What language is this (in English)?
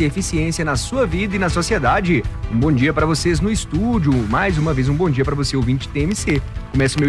Portuguese